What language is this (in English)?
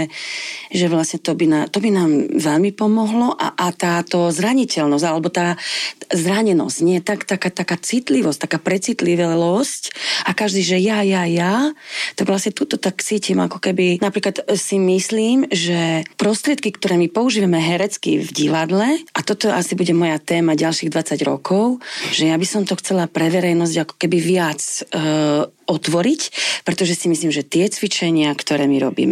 Slovak